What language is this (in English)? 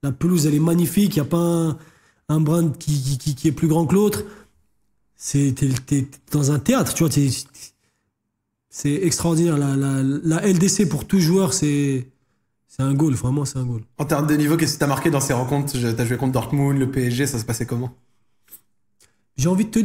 French